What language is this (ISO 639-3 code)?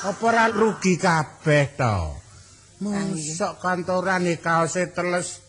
jav